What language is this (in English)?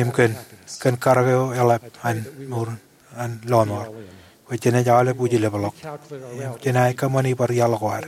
Marshallese